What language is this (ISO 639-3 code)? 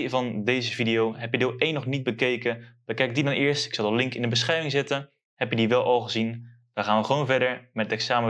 nld